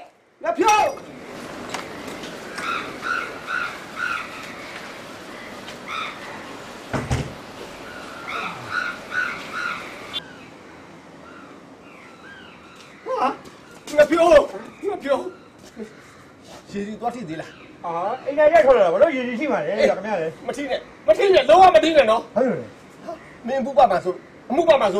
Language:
Burmese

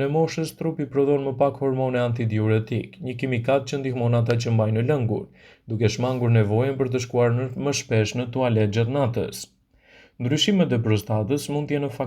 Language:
Albanian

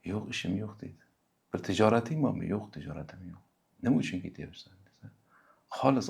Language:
Uzbek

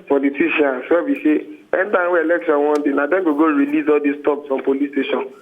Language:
Nigerian Pidgin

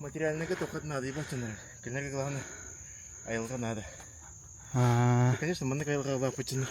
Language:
Yakut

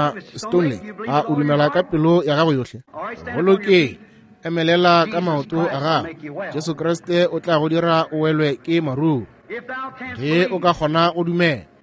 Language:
Northern Sotho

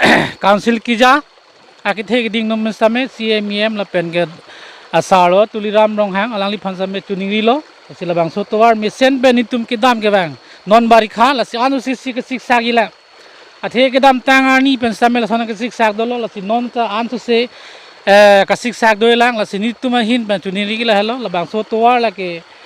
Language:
Karbi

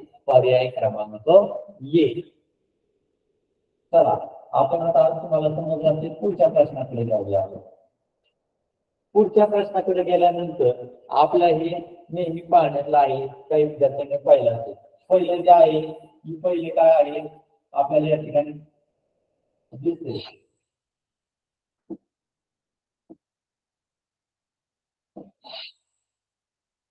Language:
Marathi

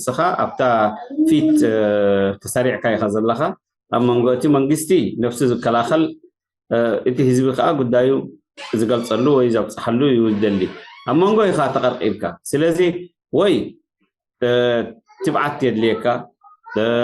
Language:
Tigrinya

